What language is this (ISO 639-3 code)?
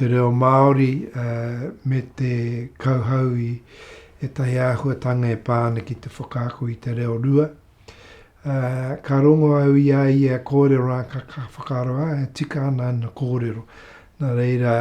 mri